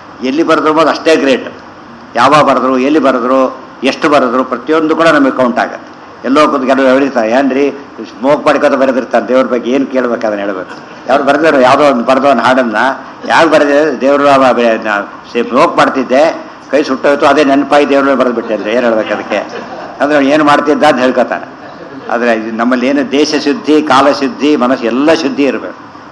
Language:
Kannada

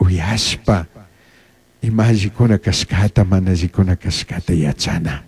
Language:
Chimborazo Highland Quichua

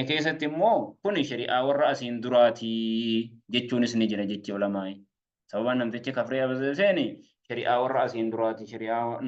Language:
Oromo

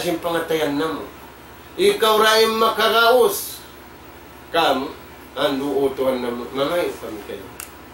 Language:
Tausug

